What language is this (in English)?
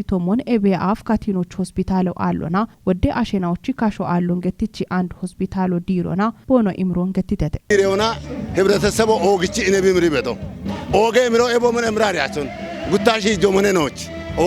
Kafa